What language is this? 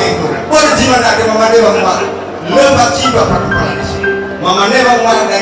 Nias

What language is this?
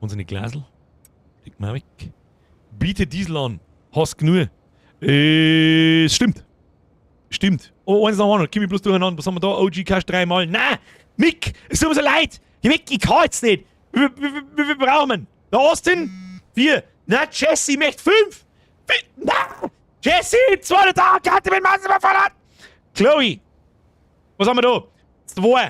Bavarian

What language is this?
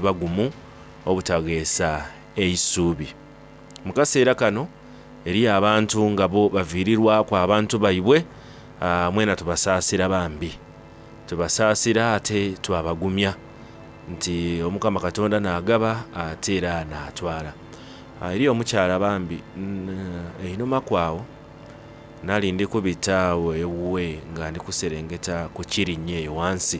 Soga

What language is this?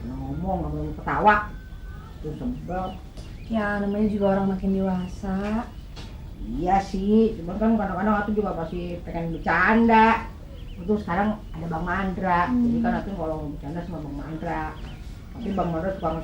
Betawi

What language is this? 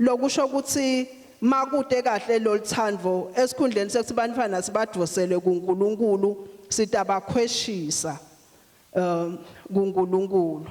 Swati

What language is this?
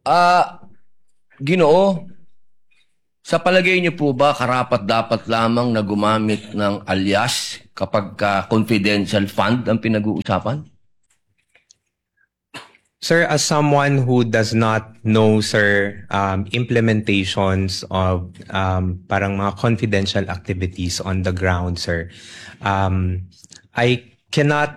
Filipino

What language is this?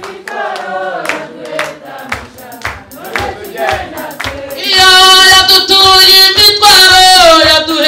Kinyarwanda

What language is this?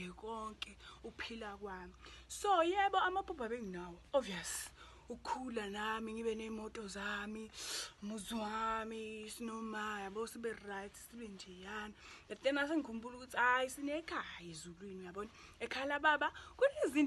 Zulu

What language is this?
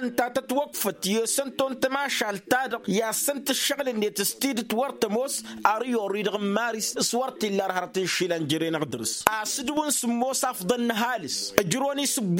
Tamasheq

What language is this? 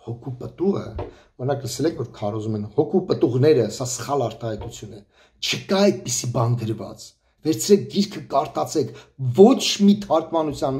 Armenian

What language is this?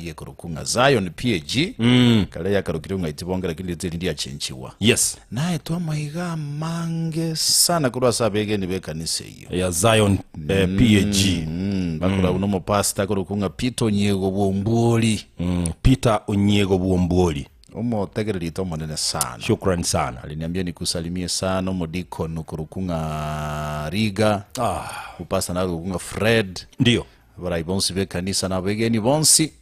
Gusii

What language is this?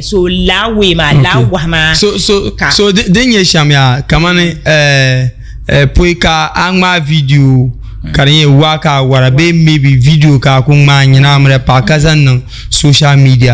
Dagbani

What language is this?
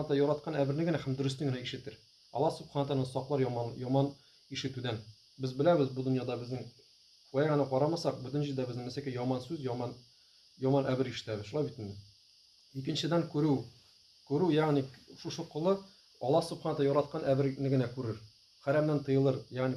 Tatar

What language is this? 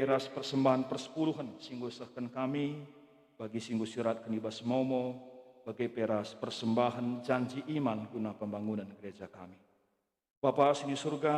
Batak Karo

